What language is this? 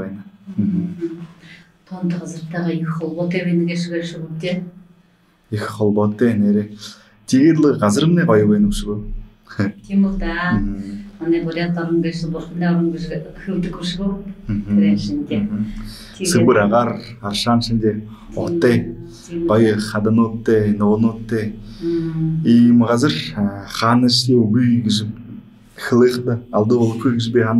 Buriat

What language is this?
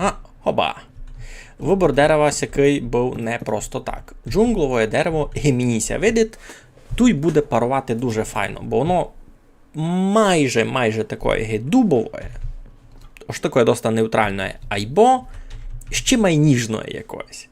Rusyn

